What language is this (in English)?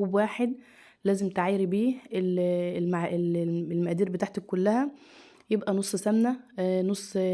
Egyptian Arabic